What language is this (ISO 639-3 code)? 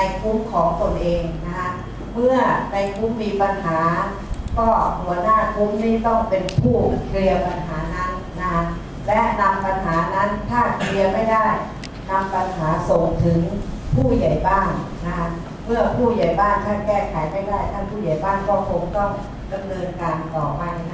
tha